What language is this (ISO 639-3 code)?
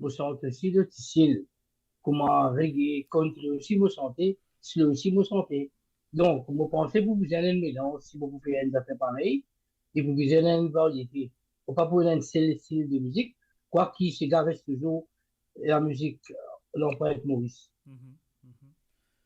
mfe